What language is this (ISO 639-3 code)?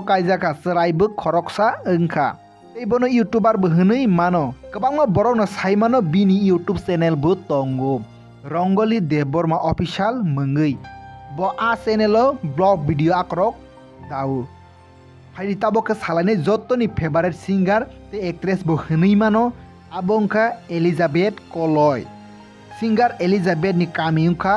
trp